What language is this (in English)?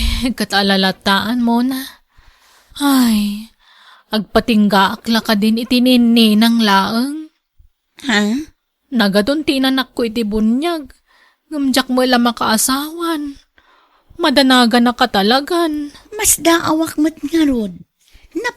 Iloko